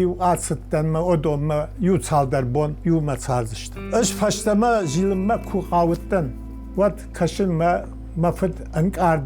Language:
Ossetic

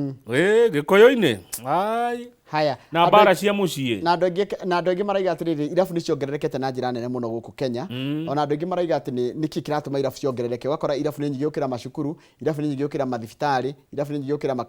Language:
Kikuyu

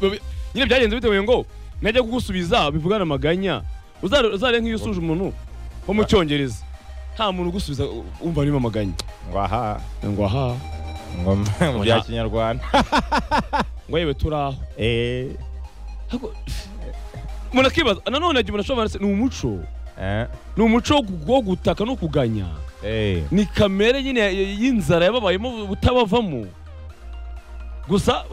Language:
Kinyarwanda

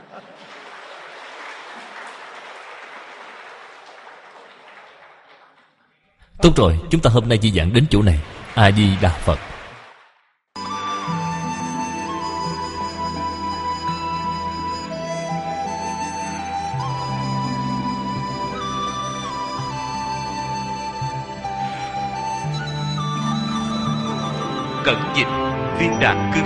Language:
Vietnamese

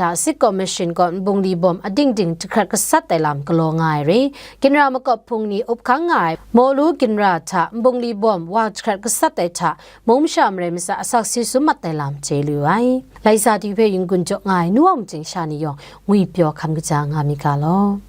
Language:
Kachin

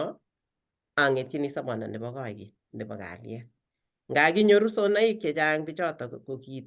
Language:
Kalenjin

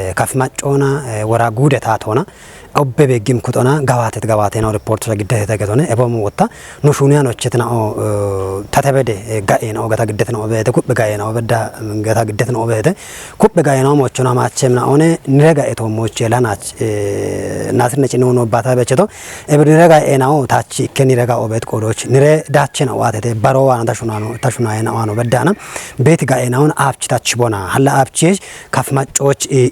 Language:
Kafa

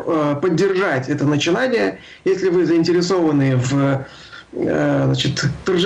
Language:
Russian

